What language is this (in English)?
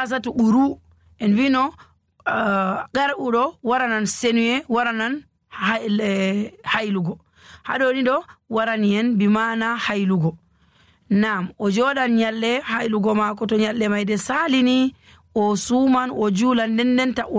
Nigerian Fulfulde